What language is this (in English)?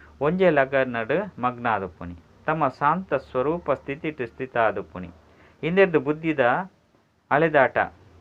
Tulu